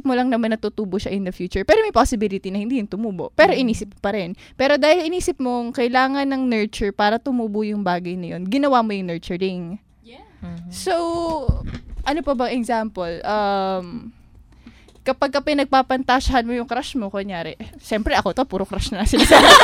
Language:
Filipino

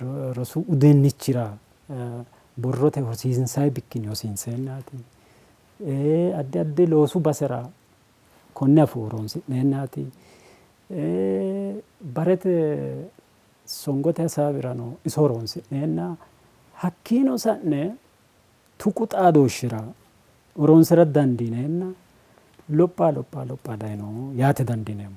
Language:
Sidamo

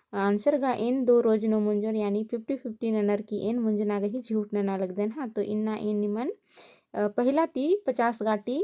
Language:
Kurukh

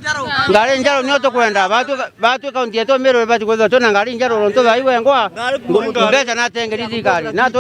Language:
Meru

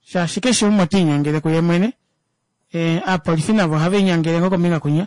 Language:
Kuanyama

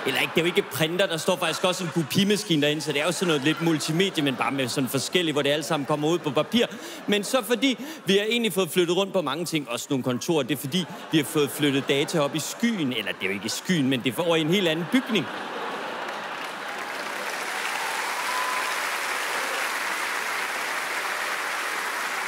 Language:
Danish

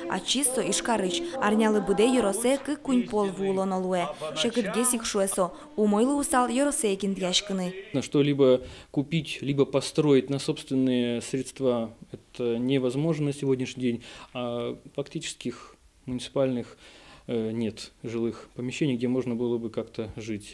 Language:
Udmurt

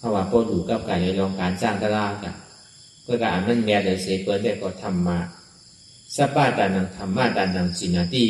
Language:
Shan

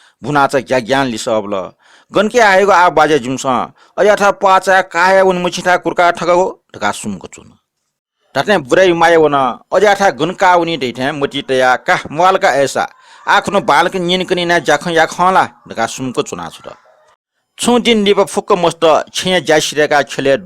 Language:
Newari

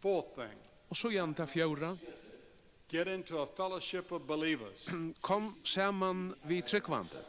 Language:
Faroese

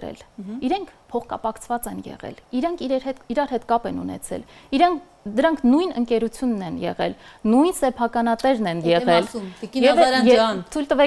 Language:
Armenian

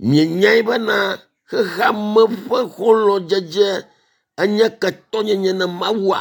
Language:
Ewe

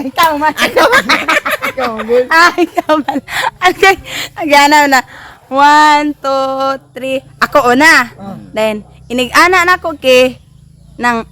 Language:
Cebuano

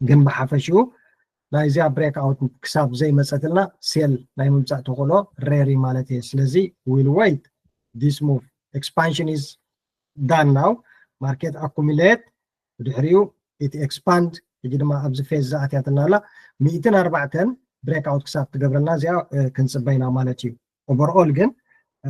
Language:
Tigrinya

